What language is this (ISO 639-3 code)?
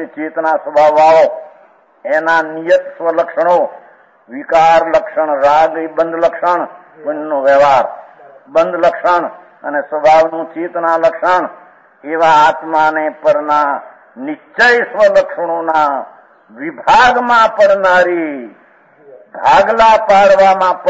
guj